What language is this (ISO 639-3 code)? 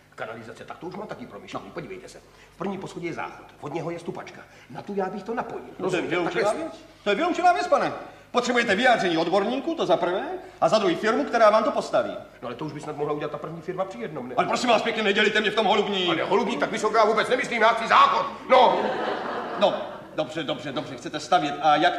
ces